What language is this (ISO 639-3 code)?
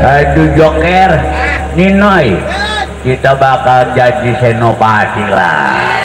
bew